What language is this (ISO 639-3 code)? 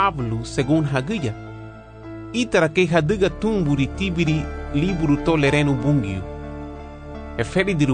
cab